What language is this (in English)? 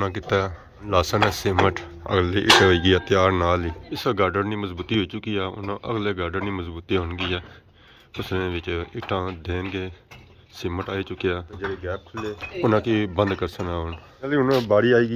Pahari-Potwari